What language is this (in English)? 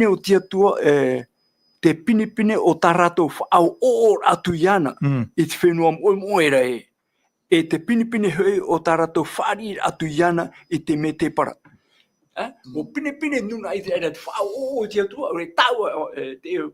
Tahitian